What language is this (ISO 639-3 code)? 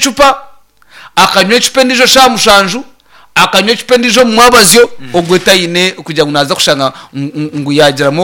nyn